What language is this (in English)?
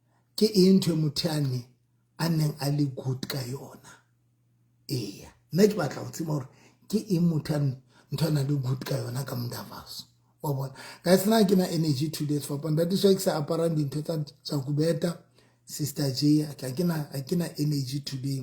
Southern Sotho